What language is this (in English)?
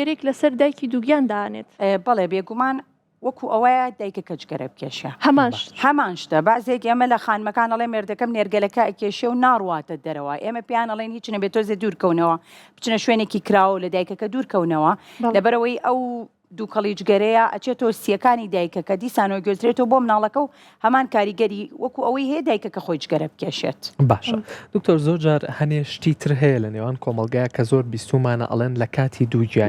Central Kurdish